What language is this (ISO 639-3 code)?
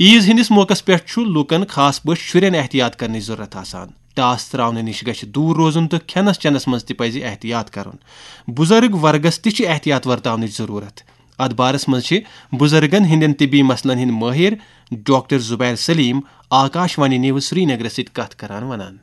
kas